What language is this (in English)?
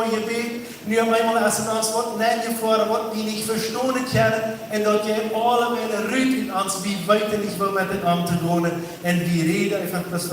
Plautdietsch